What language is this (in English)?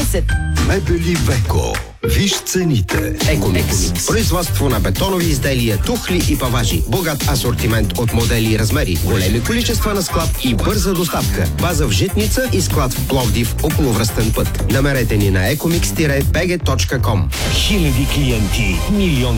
Bulgarian